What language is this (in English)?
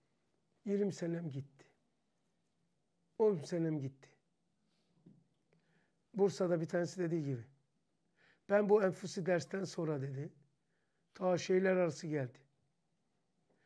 Turkish